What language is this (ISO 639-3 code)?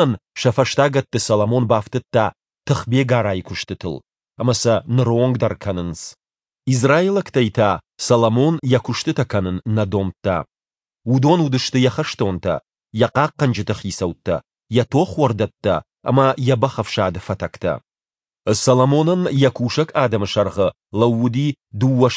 oss